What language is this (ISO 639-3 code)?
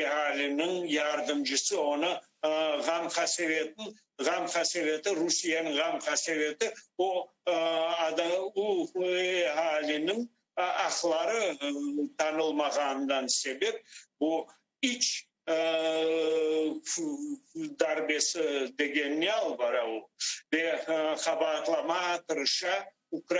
crh